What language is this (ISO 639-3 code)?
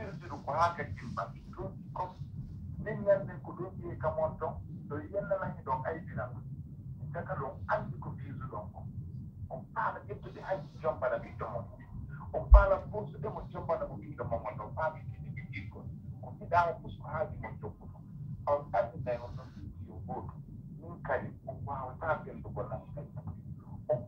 fuf